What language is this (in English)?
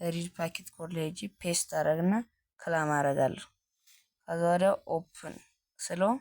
Amharic